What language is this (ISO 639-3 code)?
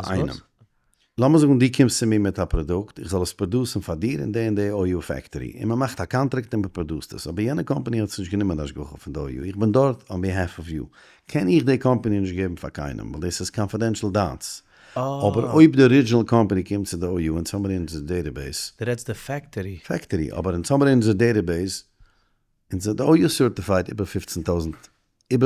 yid